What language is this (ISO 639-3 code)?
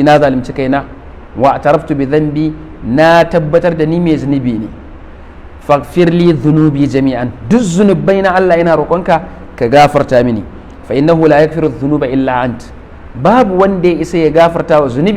hau